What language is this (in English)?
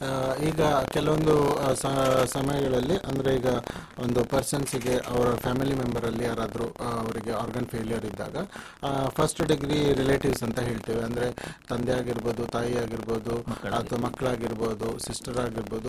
Kannada